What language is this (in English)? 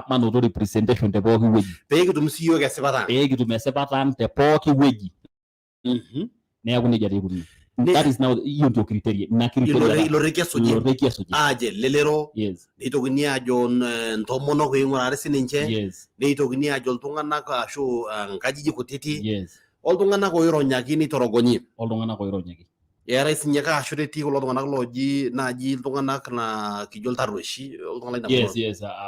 Masai